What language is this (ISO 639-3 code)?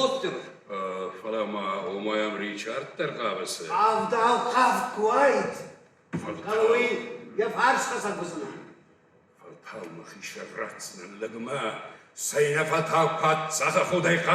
oss